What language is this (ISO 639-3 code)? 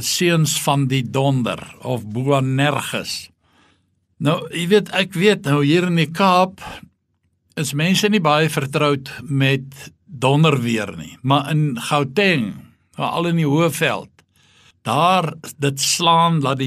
afr